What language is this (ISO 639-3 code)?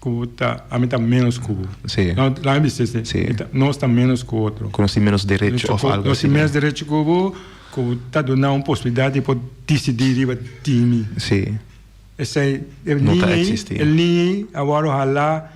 pap